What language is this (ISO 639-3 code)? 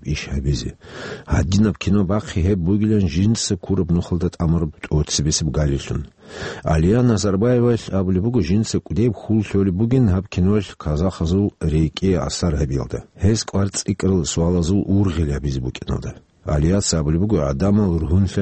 ava